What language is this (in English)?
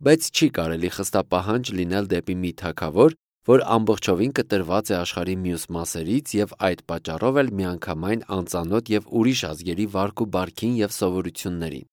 Armenian